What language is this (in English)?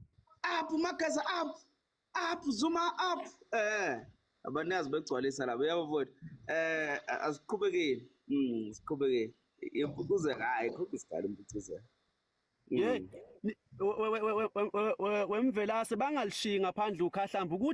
Zulu